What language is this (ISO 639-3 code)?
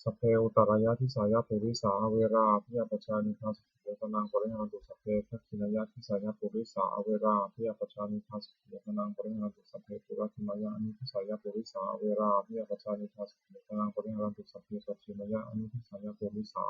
pli